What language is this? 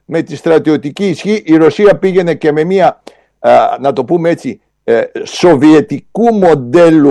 Greek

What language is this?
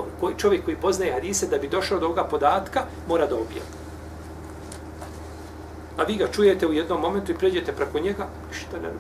Bosnian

